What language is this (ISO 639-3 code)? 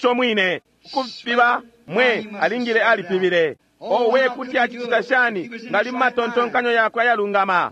bem